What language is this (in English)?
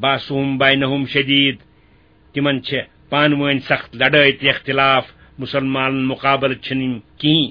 Kashmiri